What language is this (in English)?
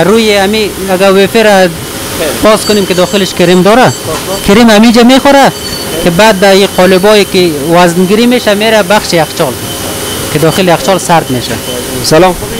Persian